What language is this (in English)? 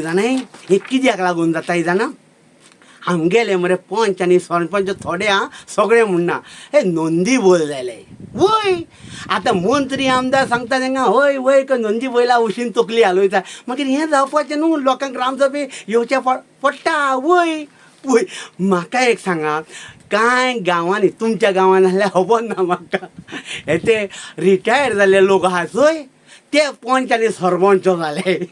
Konkani